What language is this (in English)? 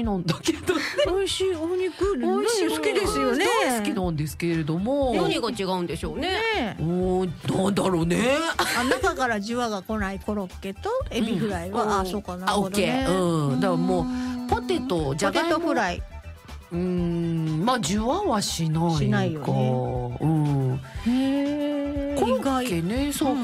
Japanese